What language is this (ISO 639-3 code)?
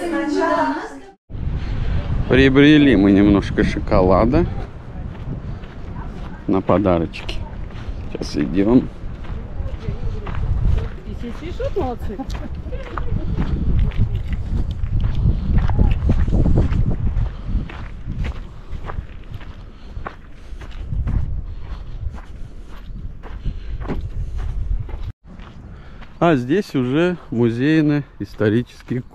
rus